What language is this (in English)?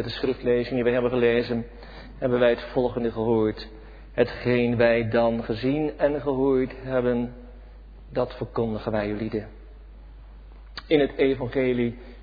Dutch